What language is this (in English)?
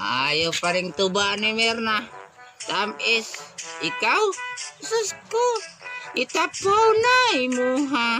Cebuano